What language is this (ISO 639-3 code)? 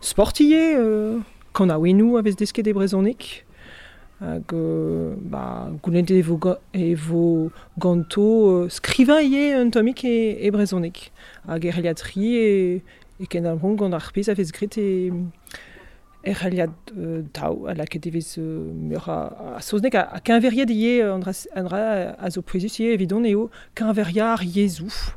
bre